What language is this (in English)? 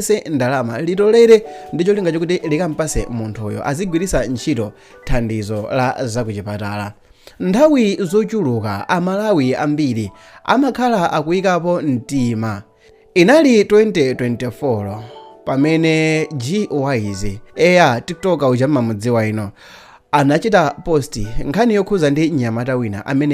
Nyanja